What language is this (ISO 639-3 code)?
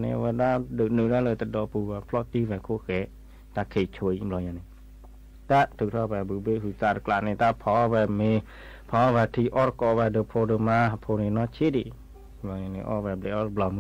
ksw